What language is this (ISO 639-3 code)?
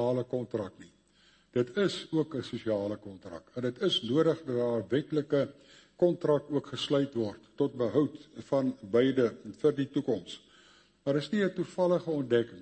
afr